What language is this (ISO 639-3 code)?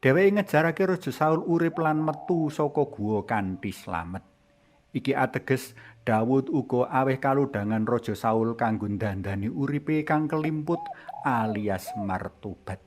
jav